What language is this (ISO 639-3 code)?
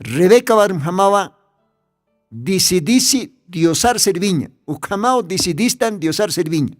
aym